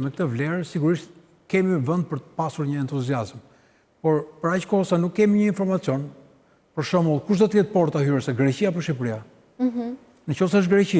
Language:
Albanian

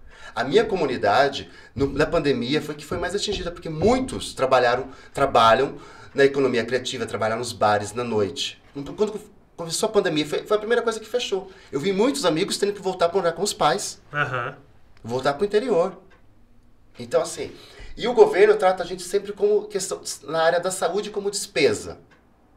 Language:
Portuguese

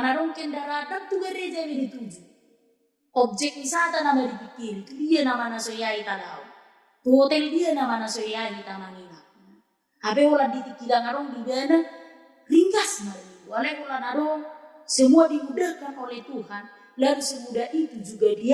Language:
Batak Toba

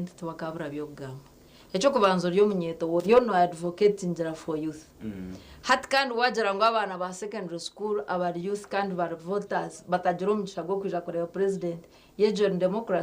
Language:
Nyankole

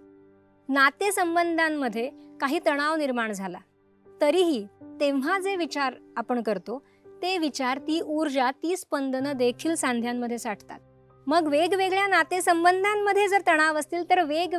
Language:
Marathi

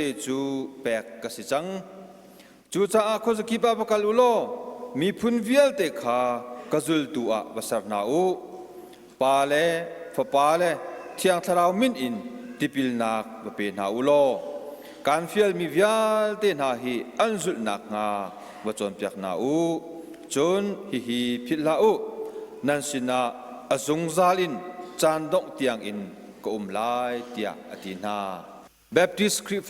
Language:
Hakha Chin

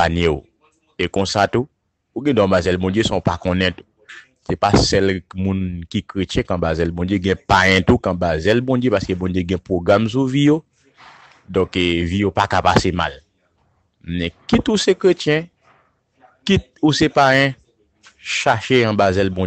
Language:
Haitian Creole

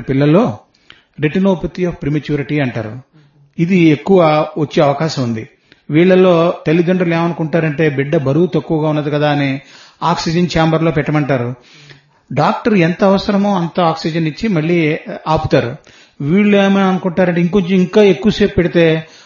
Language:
Telugu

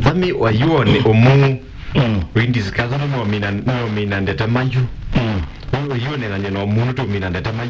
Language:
Kamba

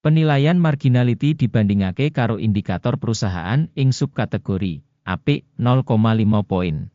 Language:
Javanese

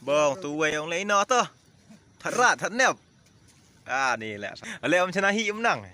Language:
Khasi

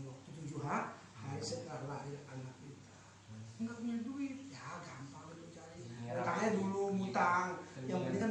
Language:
Betawi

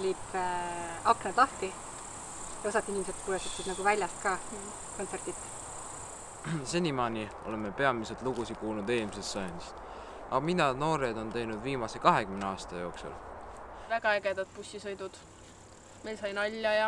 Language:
Estonian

